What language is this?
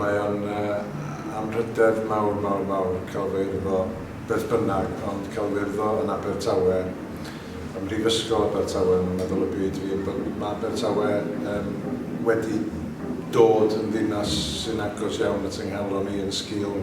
Welsh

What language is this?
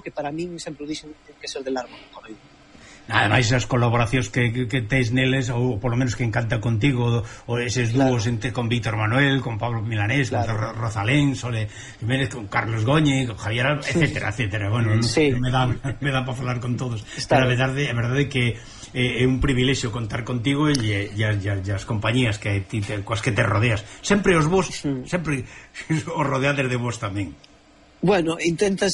Galician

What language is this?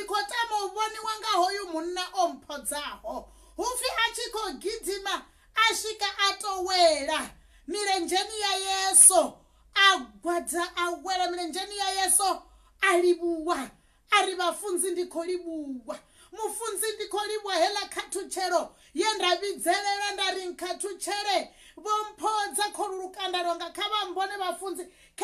Venda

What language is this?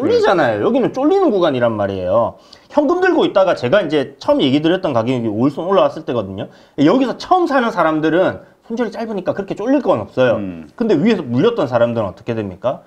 Korean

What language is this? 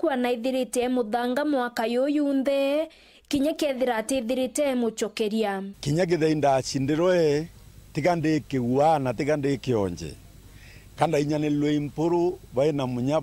Meru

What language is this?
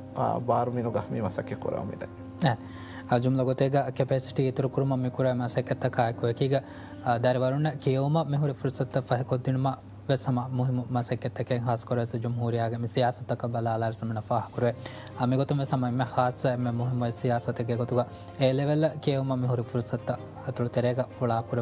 Divehi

